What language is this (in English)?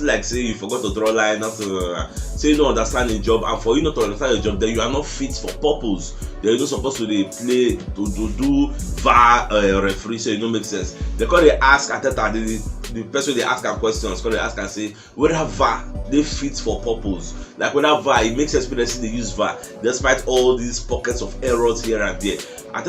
Nigerian Pidgin